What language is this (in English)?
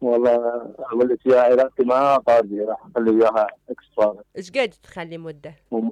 Mesopotamian Arabic